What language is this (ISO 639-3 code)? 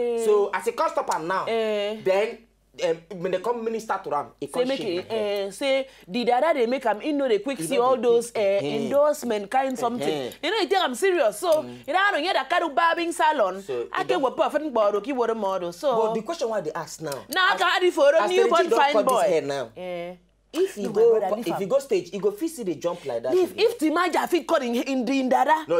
pcm